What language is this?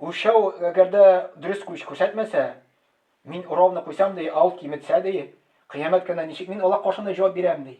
Tatar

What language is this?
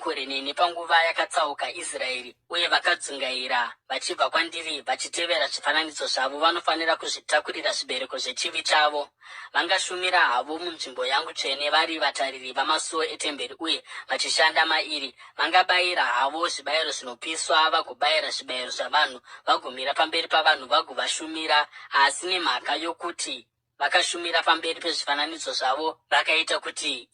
Shona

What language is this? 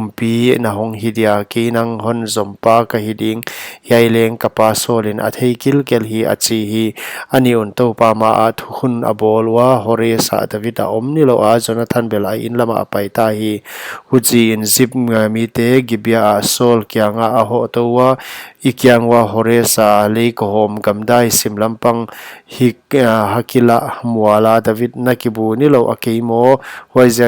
Paite Chin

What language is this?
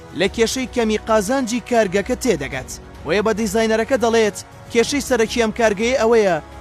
Central Kurdish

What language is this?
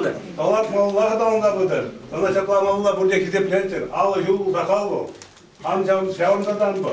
Chuvash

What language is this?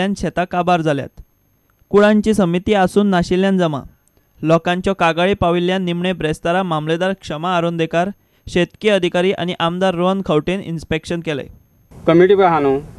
Konkani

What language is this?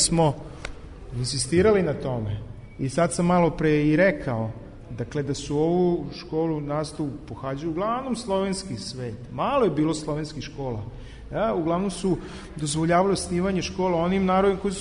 Serbian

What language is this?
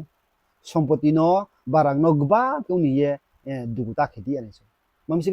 Riang (India)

